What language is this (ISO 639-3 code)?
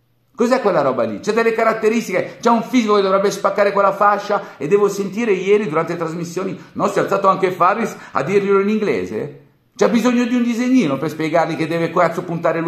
ita